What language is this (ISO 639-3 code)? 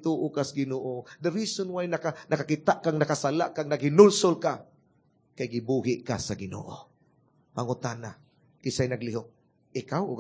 ceb